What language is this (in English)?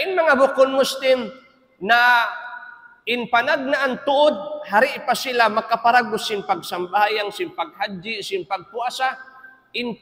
Tausug